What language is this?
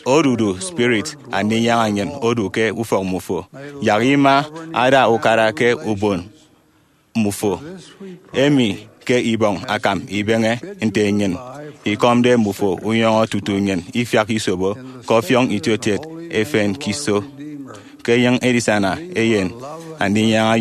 Efik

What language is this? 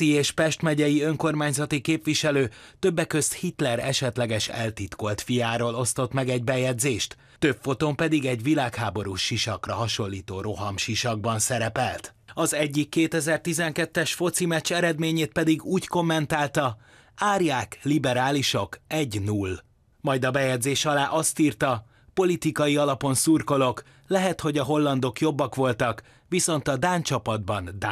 Hungarian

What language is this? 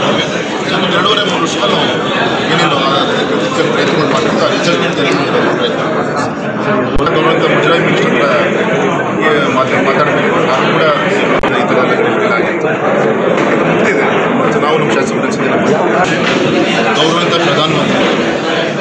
Kannada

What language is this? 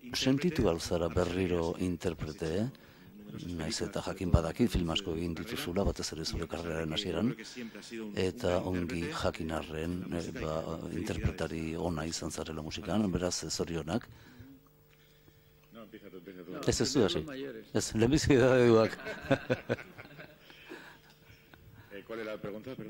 Basque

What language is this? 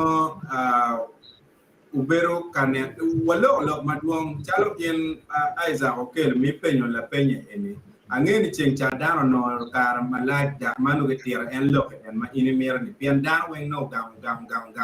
Acoli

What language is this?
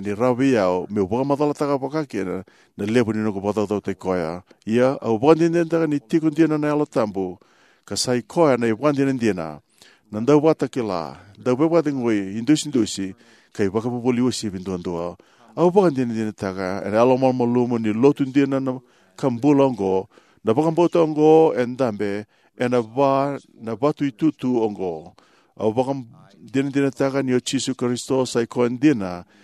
Fijian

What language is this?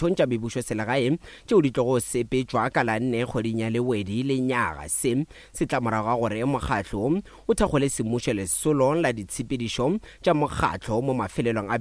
Northern Sotho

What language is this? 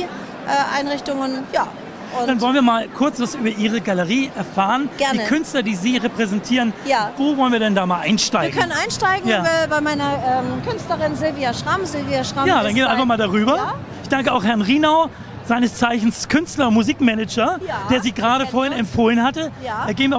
German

